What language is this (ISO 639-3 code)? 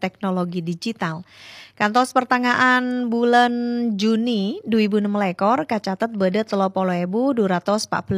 mad